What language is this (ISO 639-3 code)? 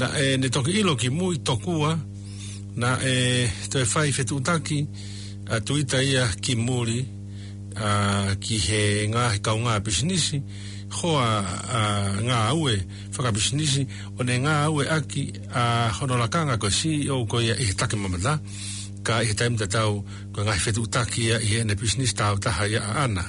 ton